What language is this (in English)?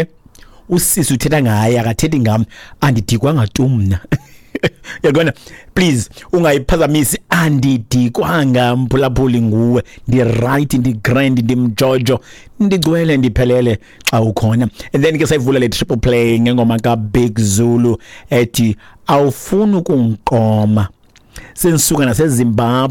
Xhosa